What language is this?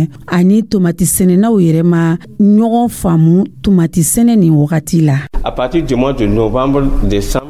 Dyula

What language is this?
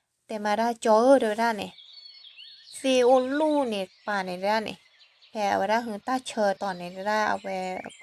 S'gaw Karen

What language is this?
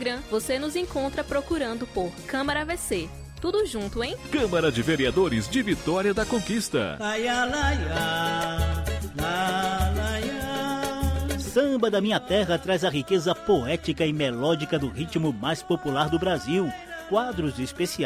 Portuguese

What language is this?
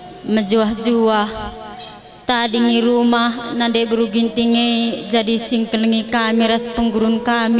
Batak Karo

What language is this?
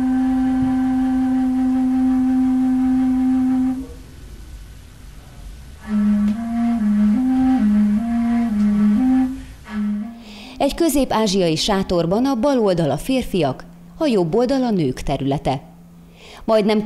Hungarian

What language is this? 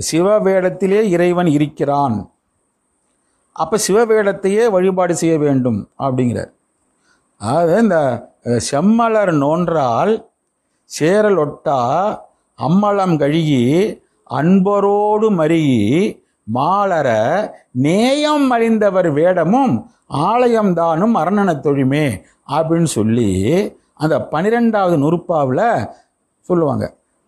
Tamil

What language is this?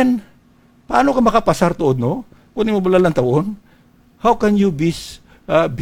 Hiligaynon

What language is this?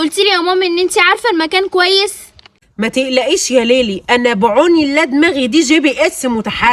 Egyptian Arabic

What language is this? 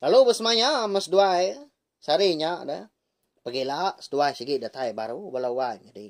Iban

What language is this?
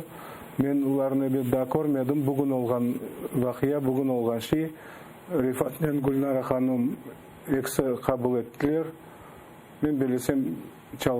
Crimean Tatar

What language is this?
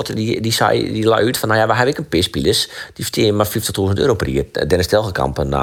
Western Frisian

